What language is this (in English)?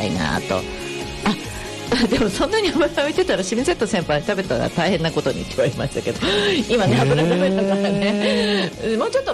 Japanese